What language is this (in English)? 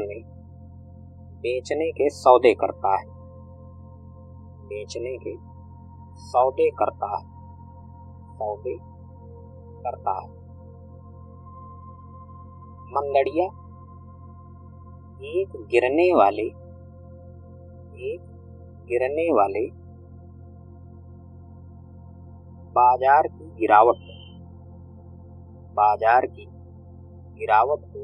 Hindi